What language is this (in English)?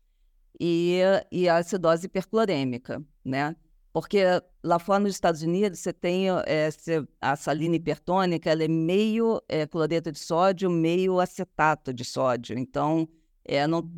Portuguese